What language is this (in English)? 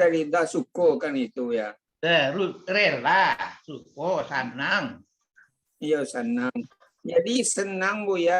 Minangkabau